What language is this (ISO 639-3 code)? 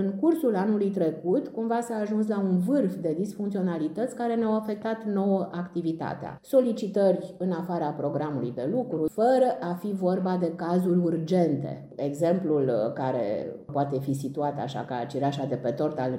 ron